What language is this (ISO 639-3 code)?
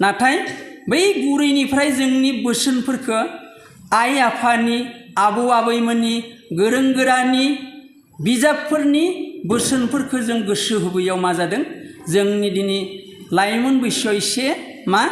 brx